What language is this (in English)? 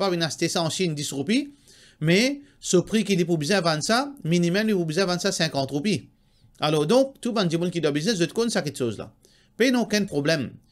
Morisyen